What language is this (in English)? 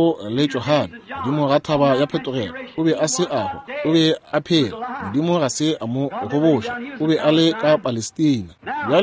Northern Sotho